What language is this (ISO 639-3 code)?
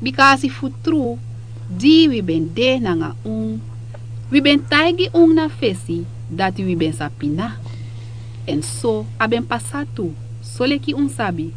srn